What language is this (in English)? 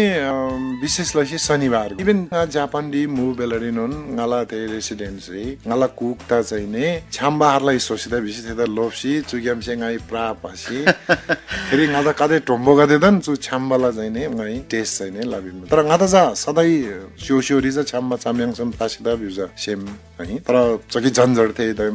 Eastern Tamang